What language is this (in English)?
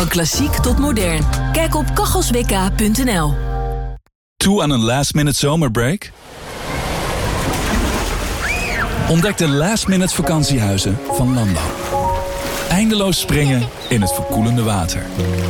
Dutch